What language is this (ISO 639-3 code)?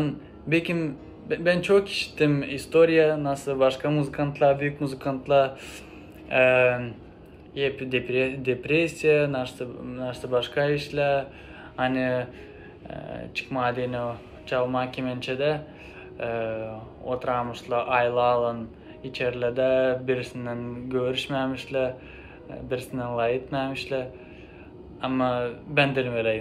gag